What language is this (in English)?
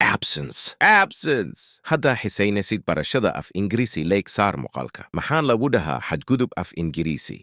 Somali